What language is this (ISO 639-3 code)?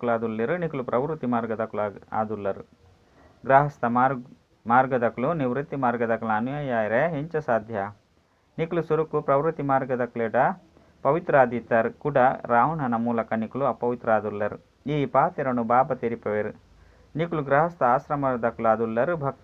tcy